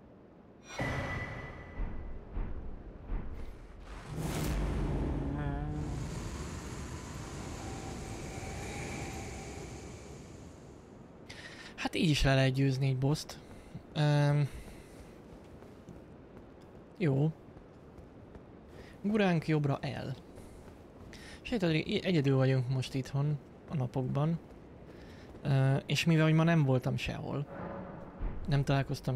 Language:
Hungarian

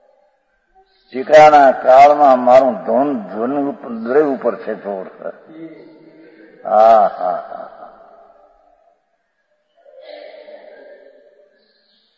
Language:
Gujarati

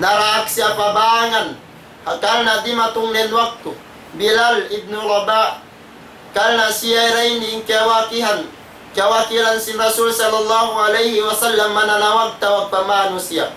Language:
Tausug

